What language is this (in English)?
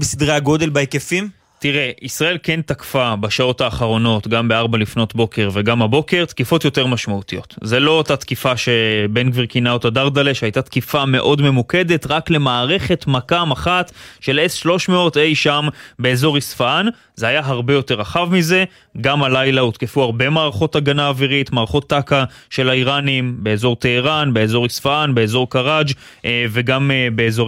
Hebrew